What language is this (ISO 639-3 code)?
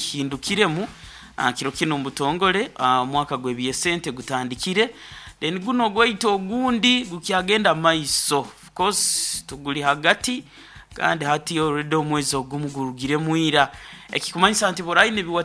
nyo